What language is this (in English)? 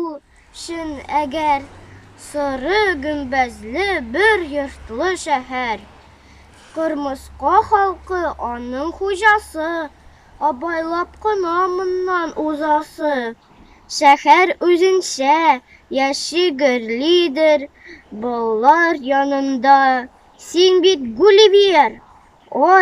Tatar